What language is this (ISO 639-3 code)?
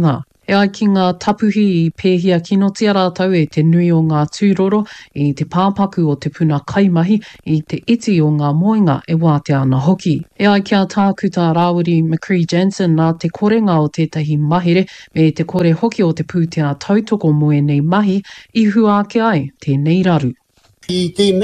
mri